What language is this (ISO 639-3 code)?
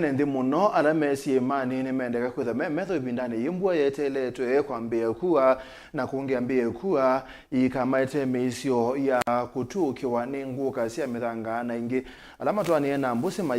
kam